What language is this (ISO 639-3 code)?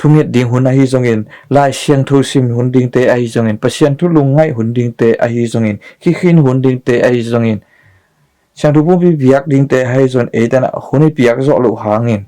ctd